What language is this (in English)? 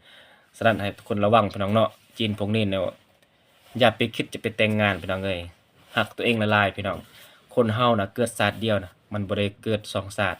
Lao